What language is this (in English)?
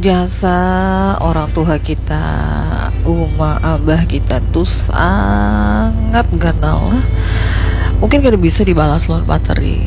Banjar